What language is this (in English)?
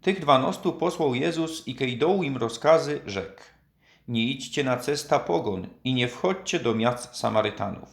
Silesian